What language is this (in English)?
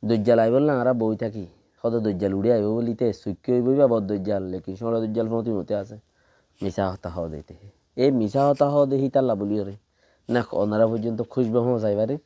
Rohingya